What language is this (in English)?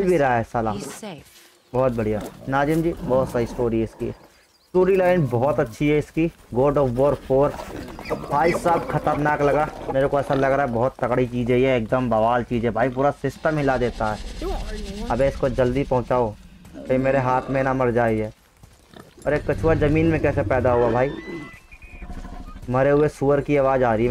Hindi